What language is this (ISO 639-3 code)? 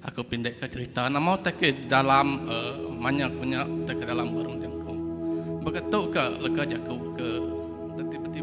iba